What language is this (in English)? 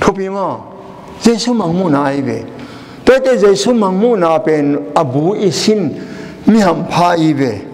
Tedim Chin